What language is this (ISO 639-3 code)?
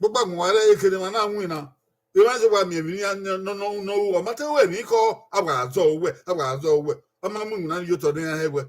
bin